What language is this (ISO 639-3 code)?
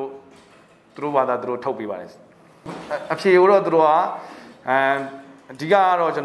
mya